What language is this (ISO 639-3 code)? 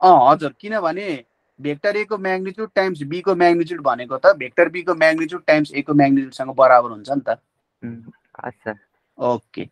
nep